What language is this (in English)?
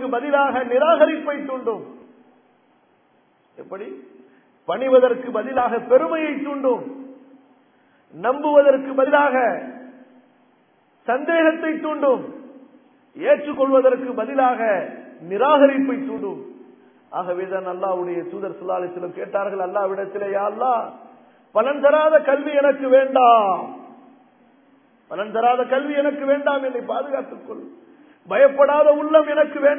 Tamil